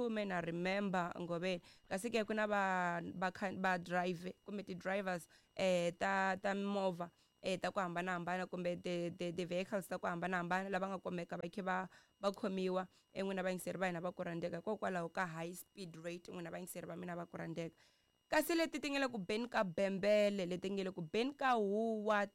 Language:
Tsonga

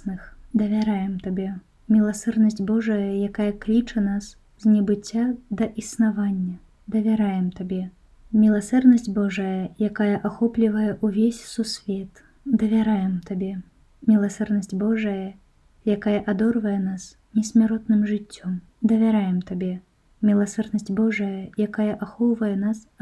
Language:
Belarusian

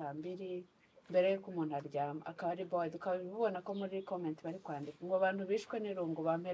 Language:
Kinyarwanda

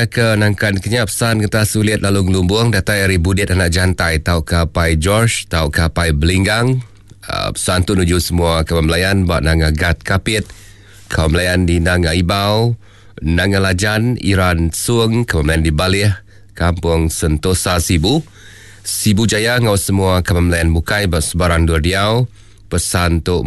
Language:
Iban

